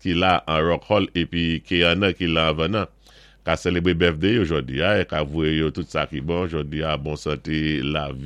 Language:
Saint Lucian Creole French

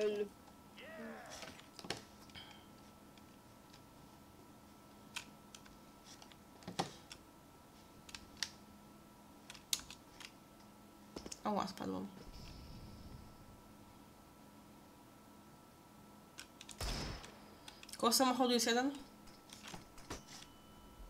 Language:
Polish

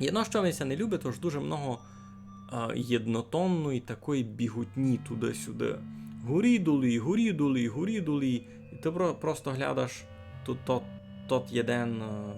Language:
Rusyn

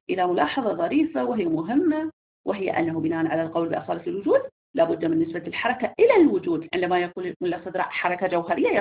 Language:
Arabic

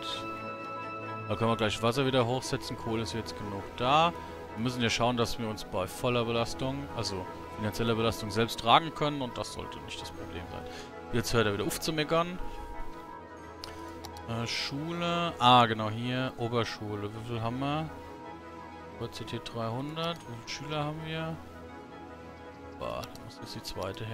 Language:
German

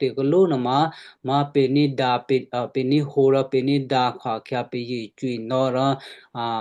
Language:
Western Kayah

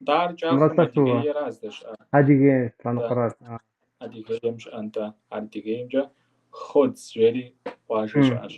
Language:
Kabardian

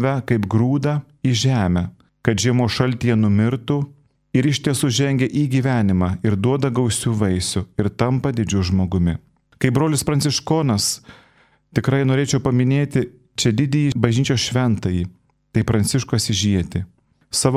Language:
Lithuanian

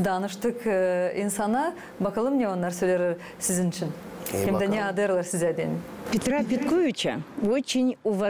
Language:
Gagauz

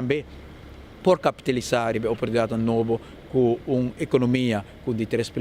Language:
Papiamento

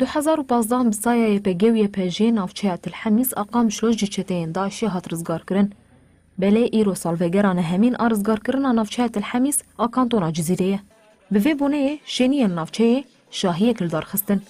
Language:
Kurdish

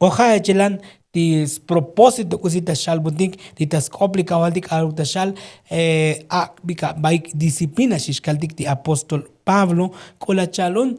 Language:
Tzotzil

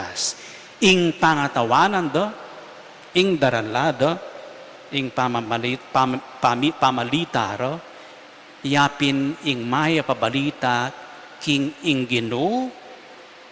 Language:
Pampanga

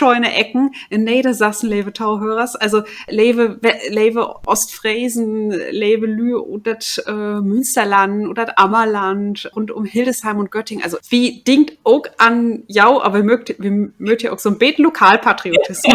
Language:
Low German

